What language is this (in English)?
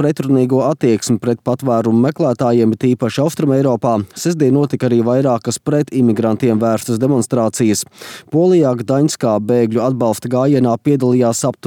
Latvian